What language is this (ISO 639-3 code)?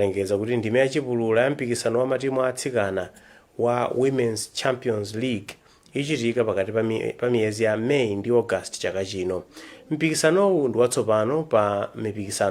nya